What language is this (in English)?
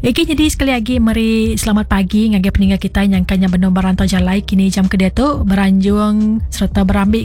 Iban